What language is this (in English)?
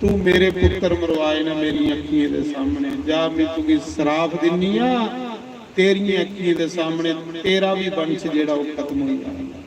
Dogri